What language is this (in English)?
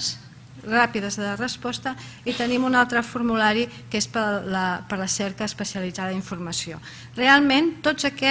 Catalan